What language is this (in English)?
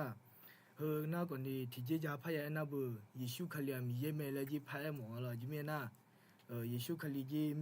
Akha